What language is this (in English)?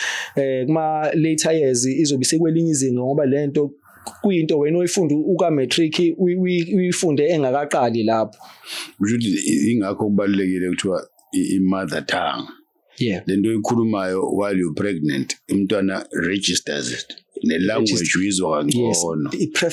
Zulu